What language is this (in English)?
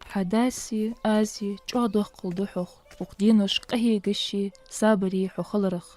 Ingush